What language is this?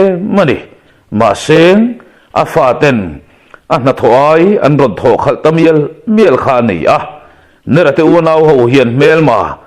Mizo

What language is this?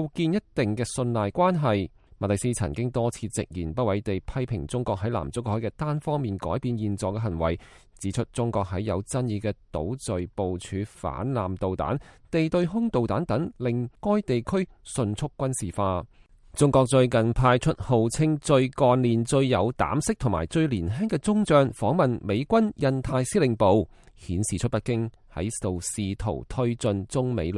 Cantonese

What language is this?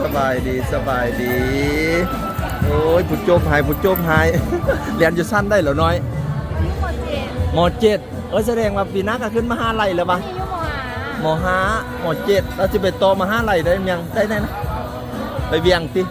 Lao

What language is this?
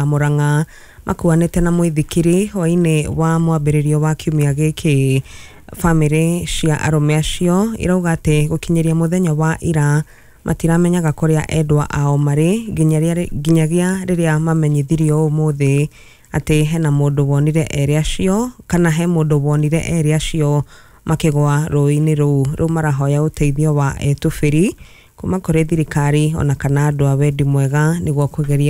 Kikuyu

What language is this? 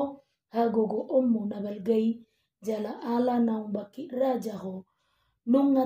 Batak Toba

